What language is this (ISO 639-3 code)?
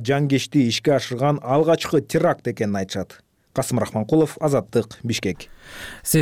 kir